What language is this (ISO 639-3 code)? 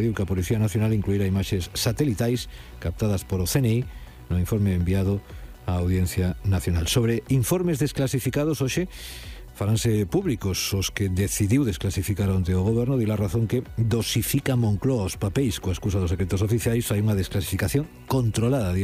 glg